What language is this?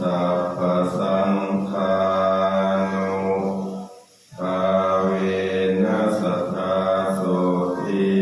Pali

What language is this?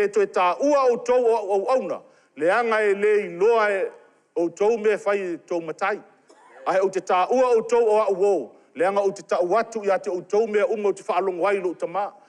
Samoan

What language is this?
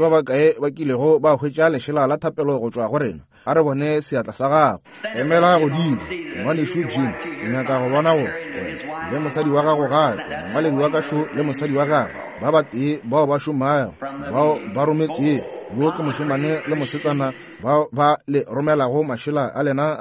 Northern Sotho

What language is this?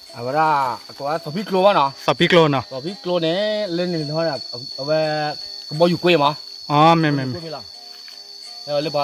S'gaw Karen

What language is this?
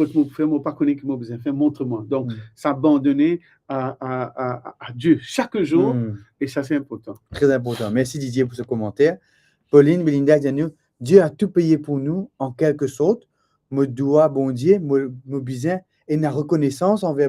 Morisyen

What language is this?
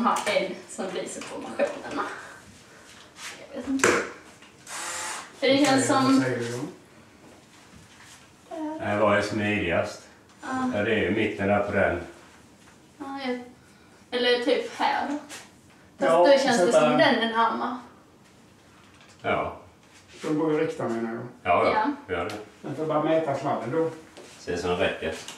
Swedish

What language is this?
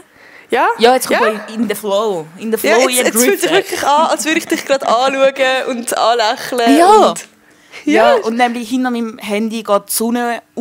Swiss German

